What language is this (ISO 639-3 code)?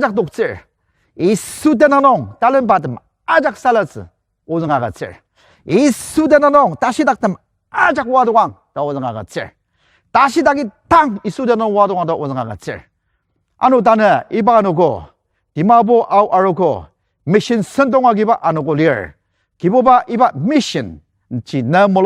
njo